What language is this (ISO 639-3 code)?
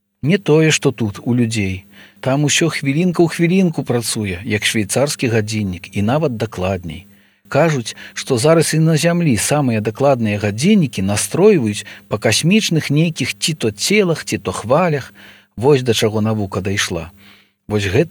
bel